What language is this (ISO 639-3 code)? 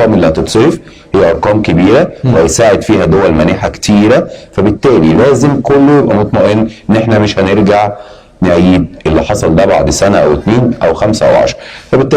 arz